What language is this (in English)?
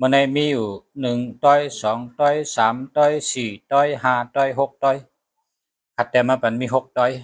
Shan